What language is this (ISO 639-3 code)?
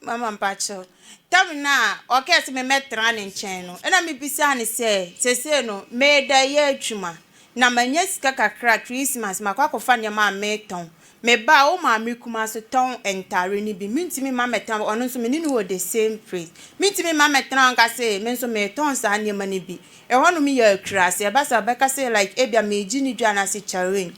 aka